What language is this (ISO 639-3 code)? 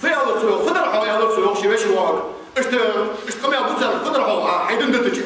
inh